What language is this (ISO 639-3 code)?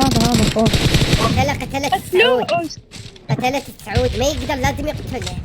acm